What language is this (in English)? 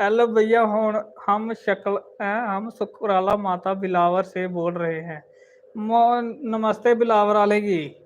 Dogri